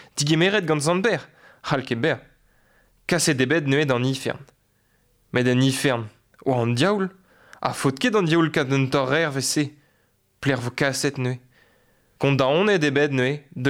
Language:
Breton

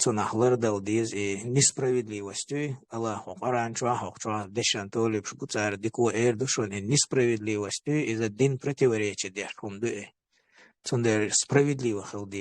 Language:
Chechen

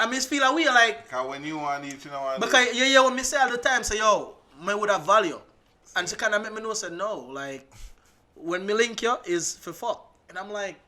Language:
Jamaican Creole English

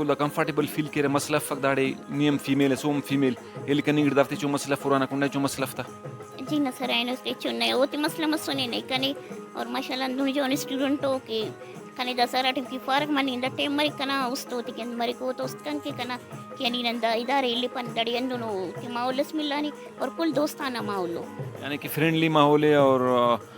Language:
Brahui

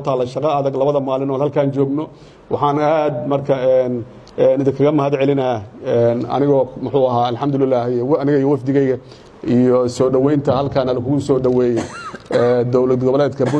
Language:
Somali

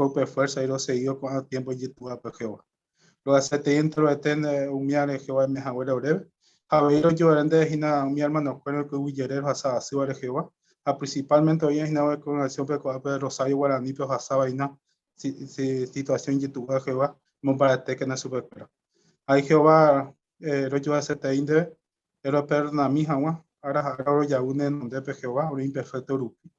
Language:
Guarani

